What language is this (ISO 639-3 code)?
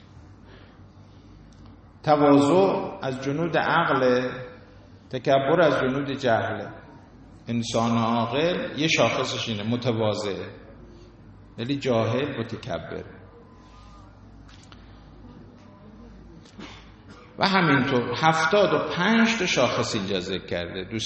fas